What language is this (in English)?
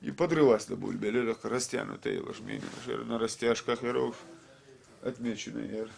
Chechen